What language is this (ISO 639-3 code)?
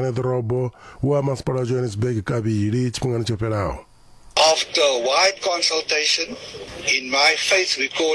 ven